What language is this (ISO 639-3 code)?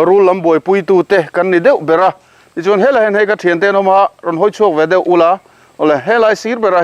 lus